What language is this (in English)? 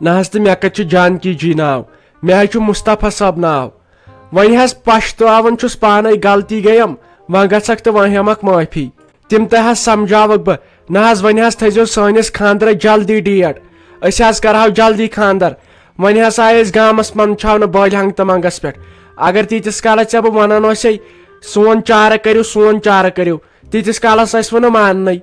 Kashmiri